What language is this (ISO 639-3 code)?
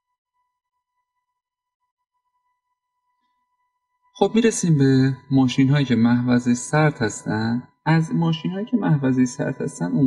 fas